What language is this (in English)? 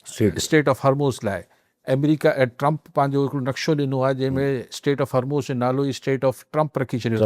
Sindhi